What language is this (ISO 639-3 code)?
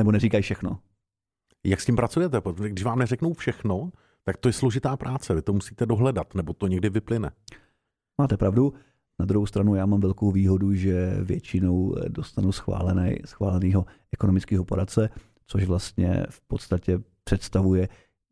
ces